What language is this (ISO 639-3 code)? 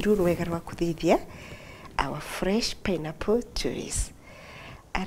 mer